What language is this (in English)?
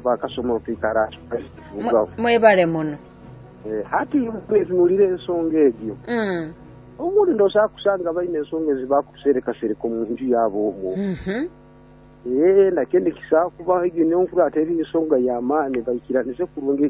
Nyoro